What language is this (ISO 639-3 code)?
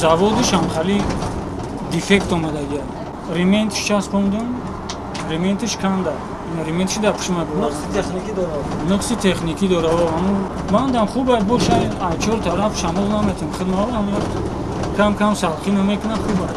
tgk